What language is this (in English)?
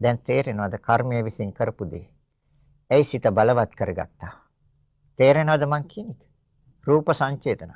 Sinhala